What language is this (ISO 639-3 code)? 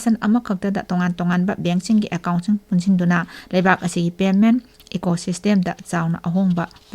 mni